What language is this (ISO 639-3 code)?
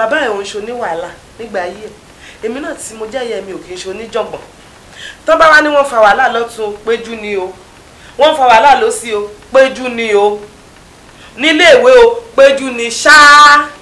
yor